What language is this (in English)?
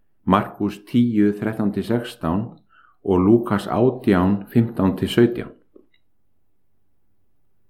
Icelandic